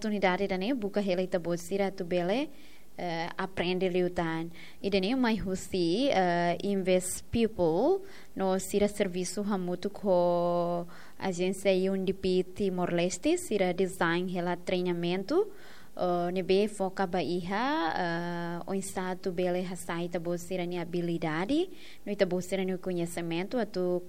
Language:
Tetum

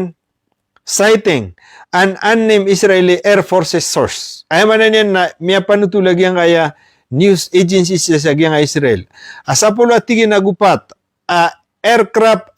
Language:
Maranao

